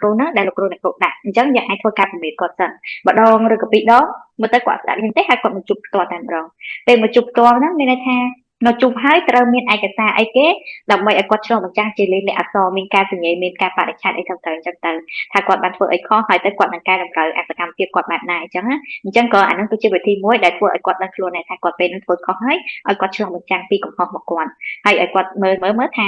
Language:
Khmer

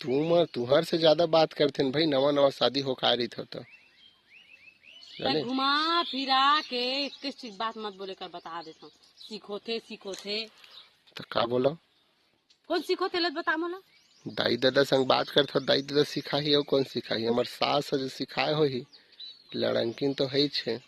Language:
Chhattisgarhi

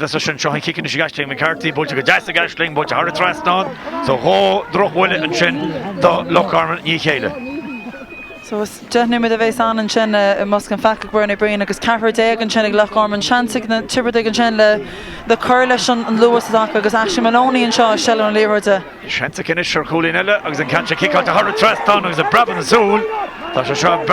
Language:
Irish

